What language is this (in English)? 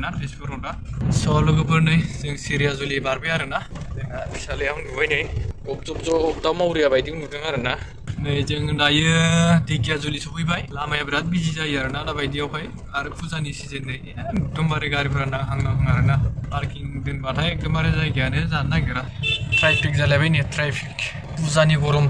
Bodo